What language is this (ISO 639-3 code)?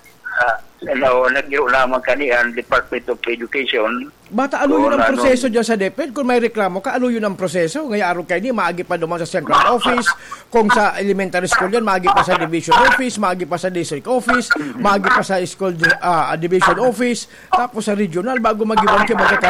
bik